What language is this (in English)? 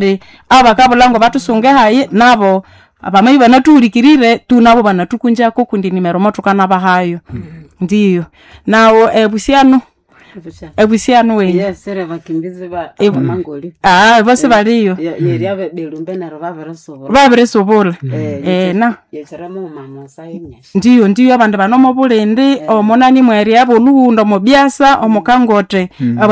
Nande